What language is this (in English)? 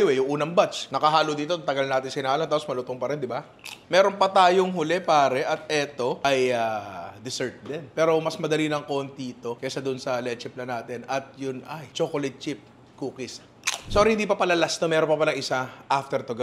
Filipino